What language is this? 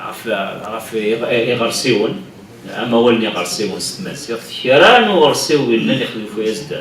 Kabyle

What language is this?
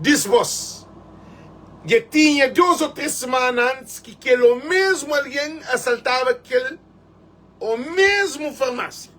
Kabuverdianu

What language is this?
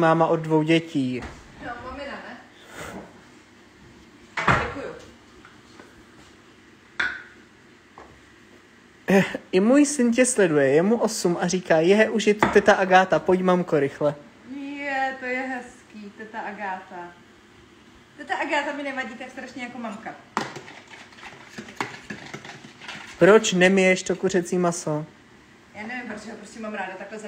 Czech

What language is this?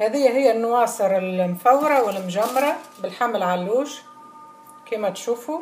Tunisian Arabic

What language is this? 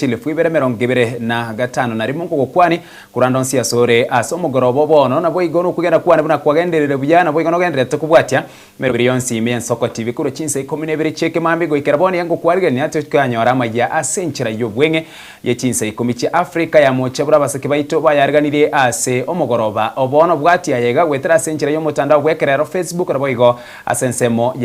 Gusii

